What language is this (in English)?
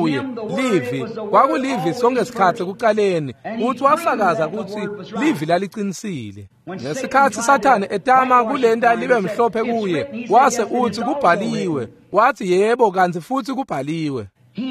Swati